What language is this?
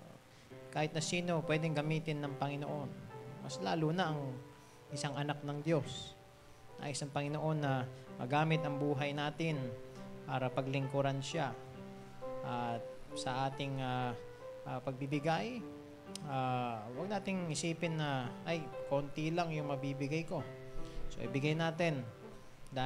Filipino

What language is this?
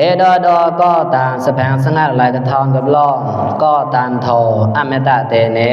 Mon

